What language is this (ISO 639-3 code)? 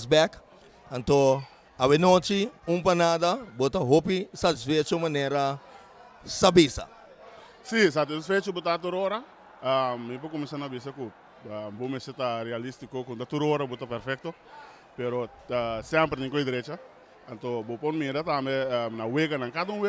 pap